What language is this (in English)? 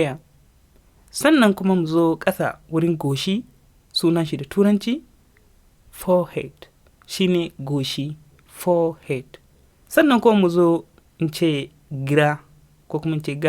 Hausa